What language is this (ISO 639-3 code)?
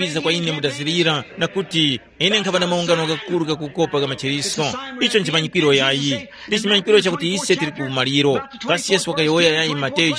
tum